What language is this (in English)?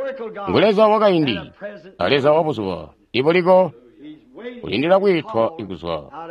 Tonga (Zambia)